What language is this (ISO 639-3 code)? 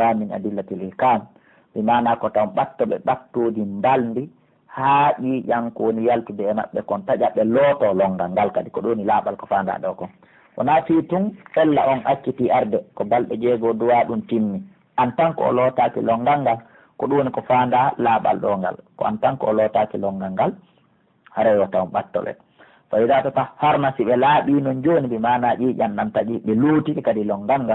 fuf